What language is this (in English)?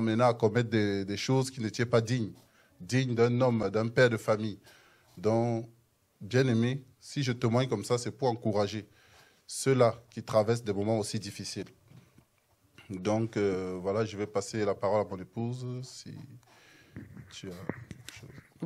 French